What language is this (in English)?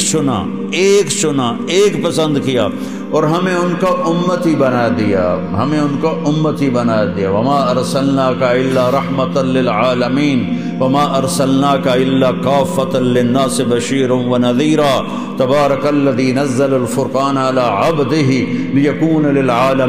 Urdu